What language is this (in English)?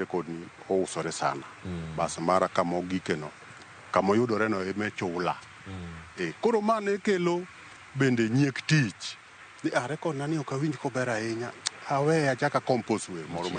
Luo (Kenya and Tanzania)